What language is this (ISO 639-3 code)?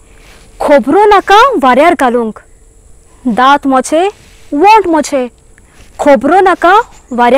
kok